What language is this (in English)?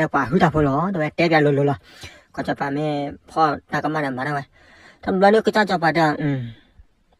S'gaw Karen